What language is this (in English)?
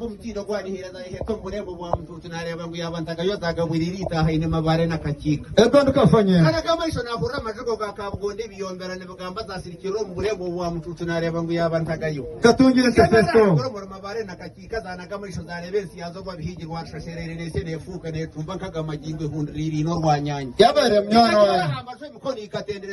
Nyankole